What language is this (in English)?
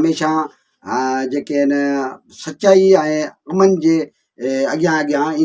Sindhi